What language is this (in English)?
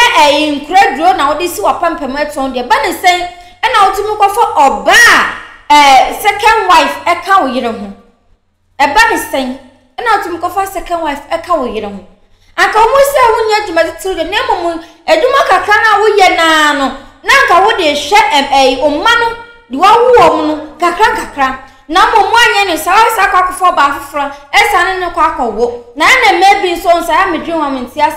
Akan